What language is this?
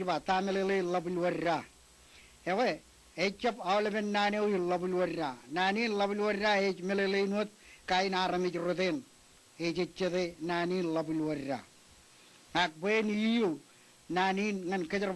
Marshallese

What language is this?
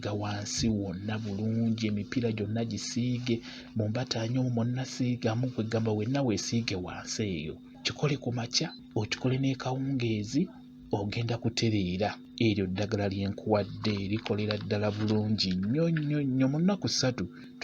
Ganda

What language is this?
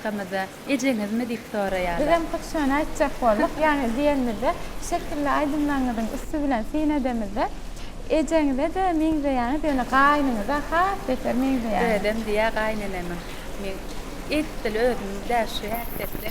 Turkmen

